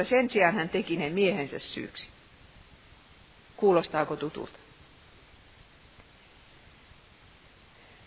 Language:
Finnish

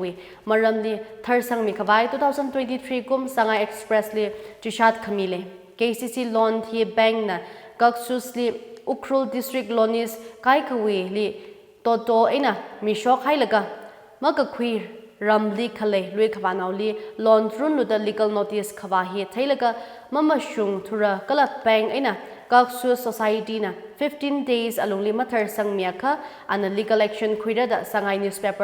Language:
Tangkhul Naga (India)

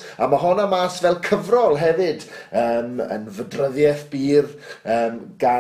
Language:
Welsh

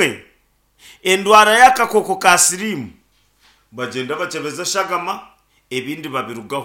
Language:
Nyankole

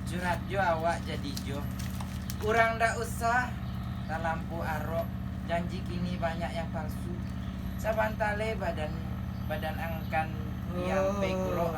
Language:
Minangkabau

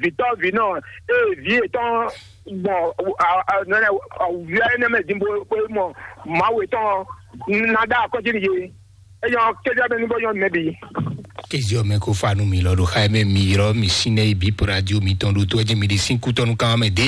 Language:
Fon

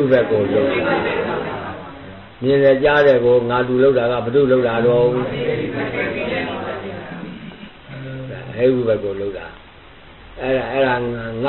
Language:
Burmese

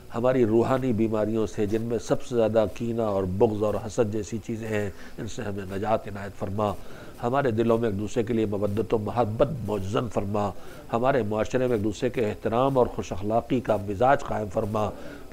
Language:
Urdu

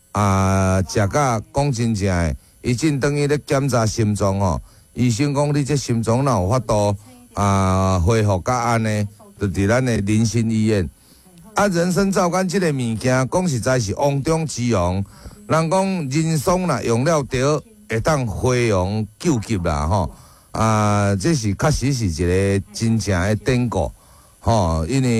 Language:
Min Nan Chinese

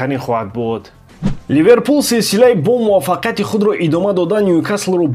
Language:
Tajik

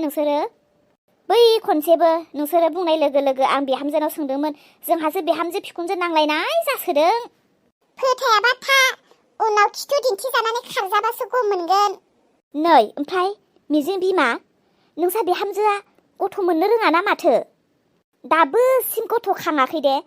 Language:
Bodo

